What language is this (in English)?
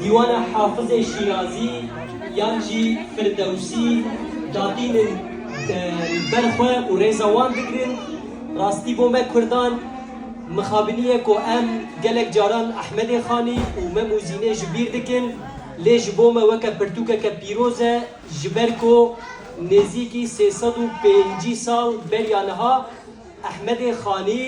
Kurdish